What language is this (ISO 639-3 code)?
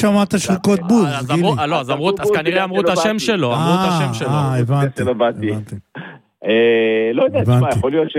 heb